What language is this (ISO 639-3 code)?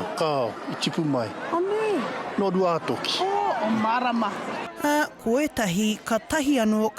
mri